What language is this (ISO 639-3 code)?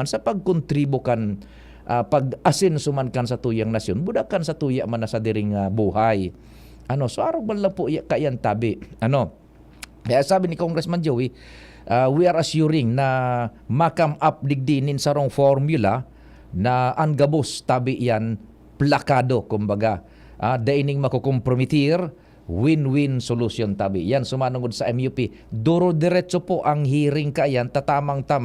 bik